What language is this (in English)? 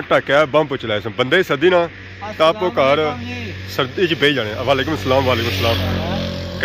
Pahari-Potwari